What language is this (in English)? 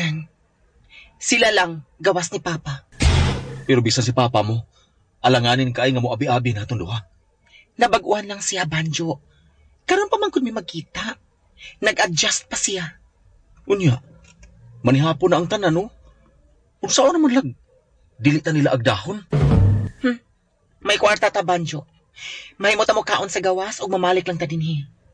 Cebuano